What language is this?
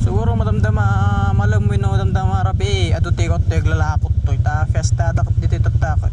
Iloko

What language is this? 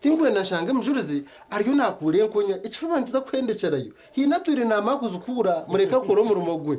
Nyankole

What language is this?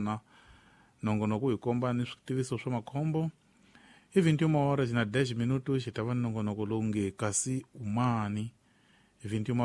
Tsonga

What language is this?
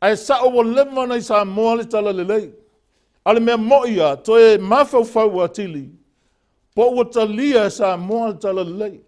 Samoan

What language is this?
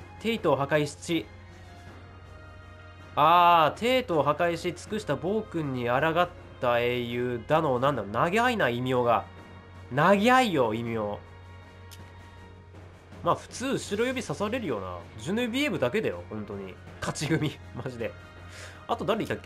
Japanese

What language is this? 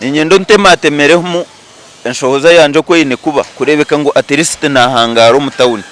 Nyankole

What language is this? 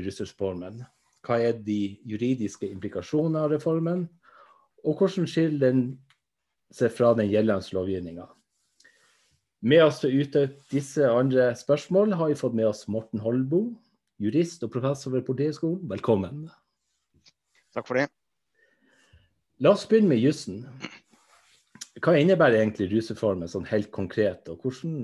Norwegian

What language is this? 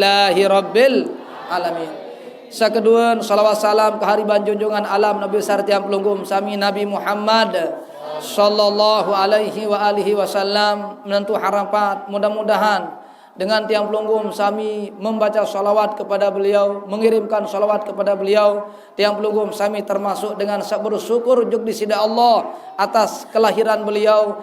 Sasak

